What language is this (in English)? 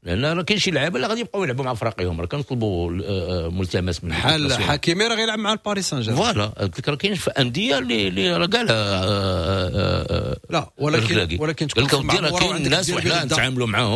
Moroccan Arabic